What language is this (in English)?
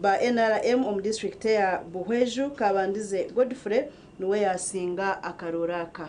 Nyankole